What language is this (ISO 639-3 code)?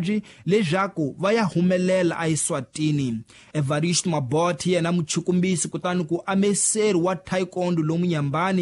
tso